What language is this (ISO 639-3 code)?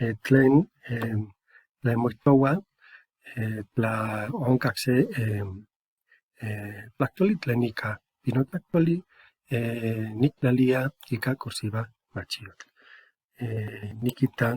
nhe